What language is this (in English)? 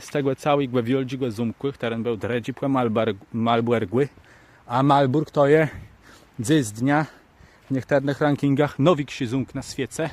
Kashubian